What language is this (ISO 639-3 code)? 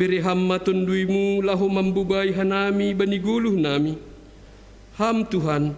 bts